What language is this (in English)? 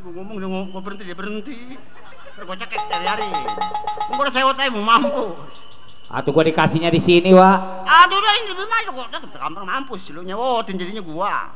Betawi